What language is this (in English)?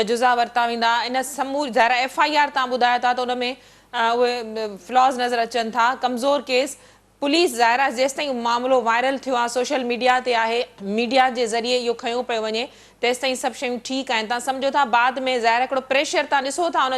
Sindhi